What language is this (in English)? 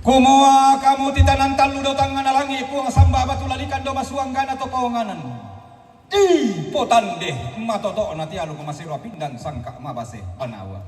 Toraja-Sa'dan